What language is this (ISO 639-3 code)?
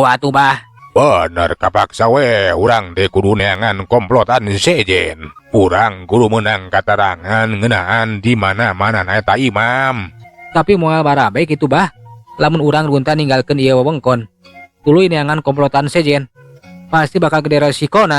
sun